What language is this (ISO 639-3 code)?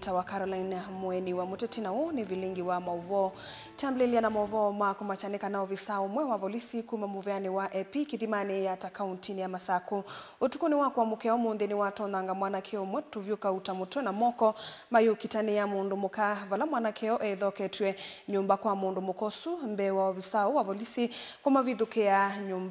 kam